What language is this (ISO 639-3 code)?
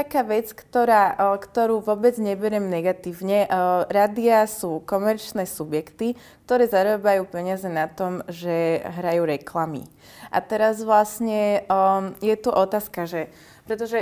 slk